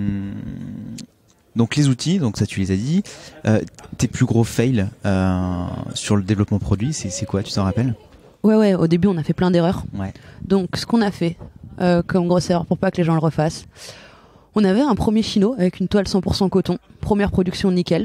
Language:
French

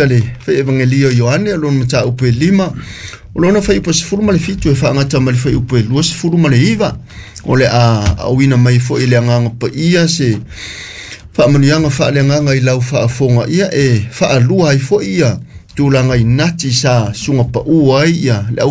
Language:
Samoan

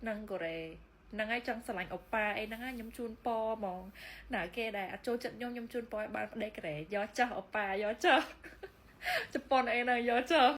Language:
Khmer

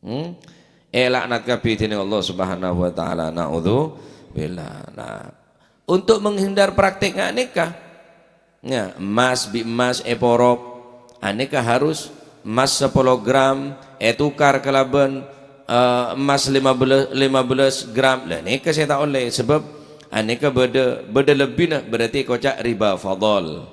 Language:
Madurese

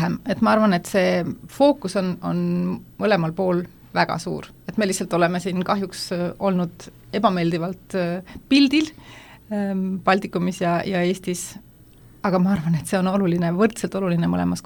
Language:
Estonian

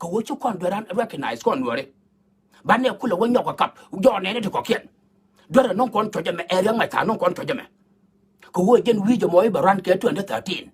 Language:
Nuer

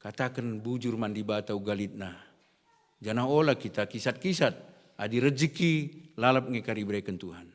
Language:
Batak Karo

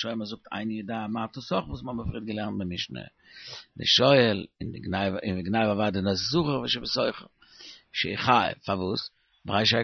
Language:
Yiddish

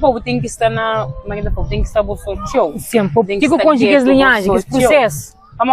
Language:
Kabuverdianu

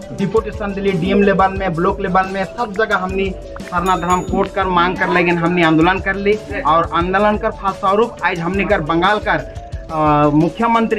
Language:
Sadri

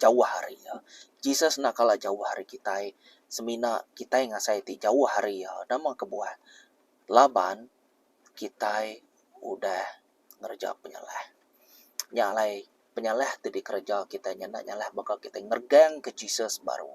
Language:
Iban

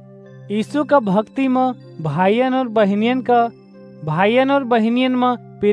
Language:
Awadhi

